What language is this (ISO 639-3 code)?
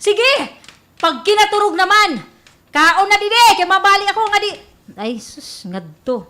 war